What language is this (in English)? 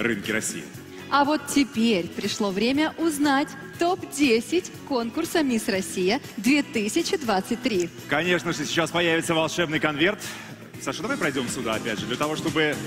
Russian